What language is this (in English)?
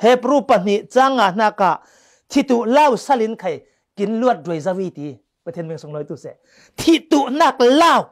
Falam Chin